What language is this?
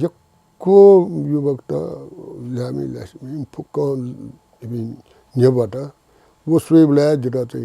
Newari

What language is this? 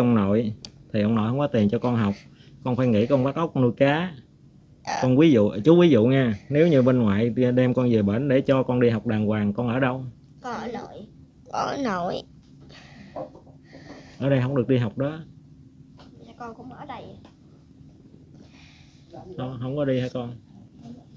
Vietnamese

